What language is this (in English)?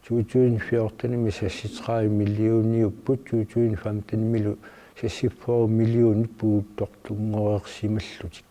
Kalaallisut